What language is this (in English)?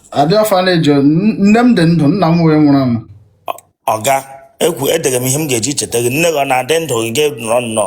Igbo